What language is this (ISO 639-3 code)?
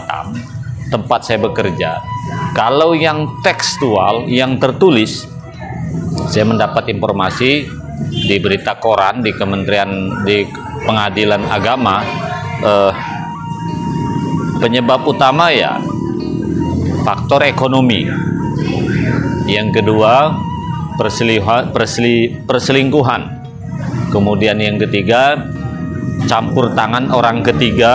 ind